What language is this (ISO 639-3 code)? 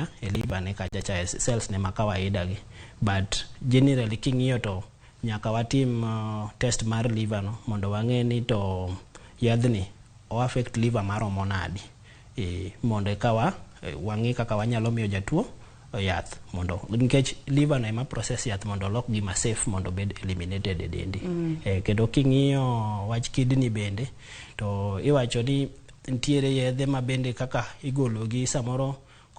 luo